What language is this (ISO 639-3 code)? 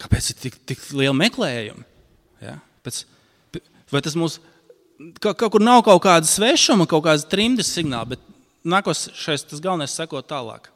lav